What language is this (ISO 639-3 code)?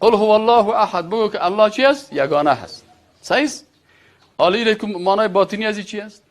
fas